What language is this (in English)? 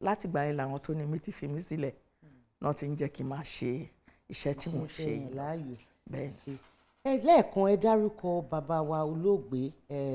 Yoruba